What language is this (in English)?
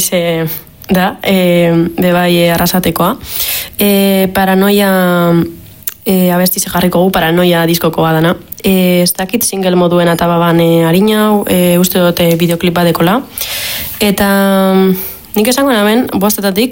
Basque